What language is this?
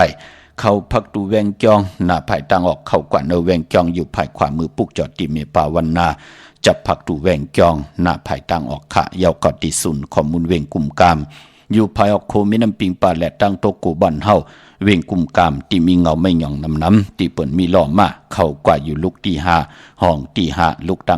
Shan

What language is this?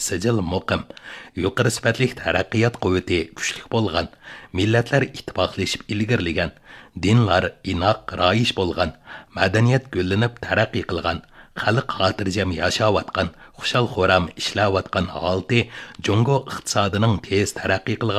Uyghur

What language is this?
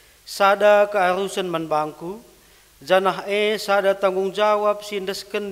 Batak Karo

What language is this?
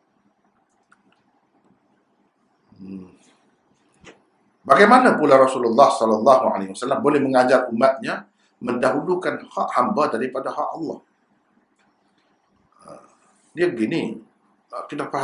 Malay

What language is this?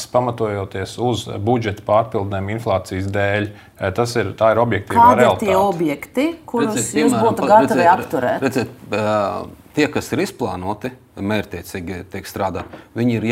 Latvian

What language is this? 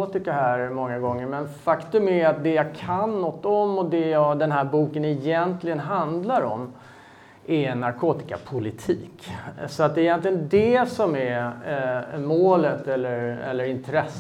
Swedish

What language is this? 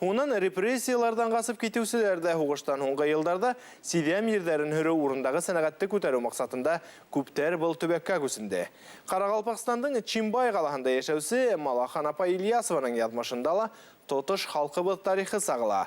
Bashkir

